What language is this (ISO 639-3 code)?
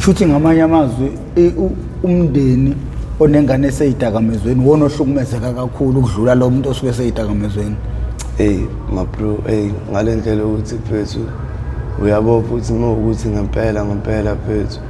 zul